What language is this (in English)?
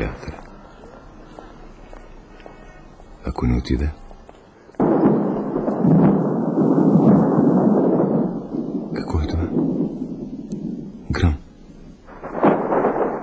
Bulgarian